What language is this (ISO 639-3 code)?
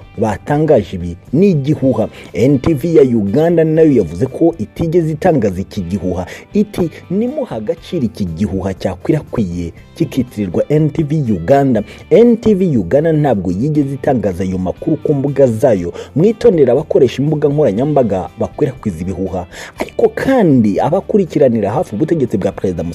kin